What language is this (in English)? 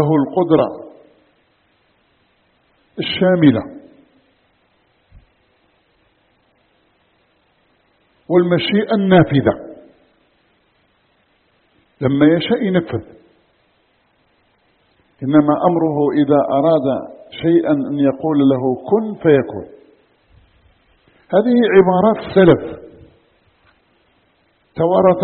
Arabic